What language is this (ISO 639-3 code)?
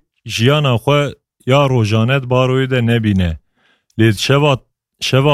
kur